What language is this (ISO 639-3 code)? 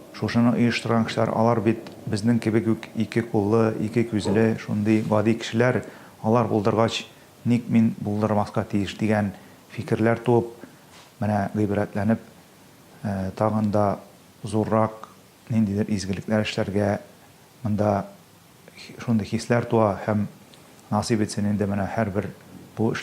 tat